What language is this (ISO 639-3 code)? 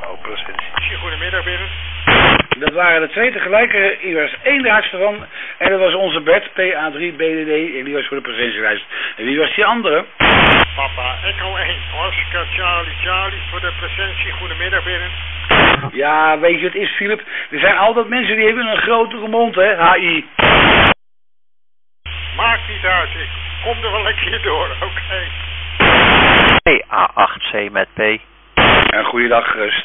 nld